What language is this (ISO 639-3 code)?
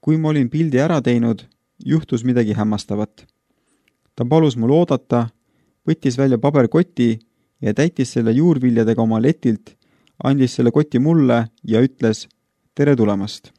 est